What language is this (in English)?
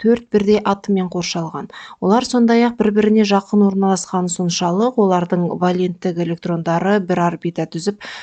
Kazakh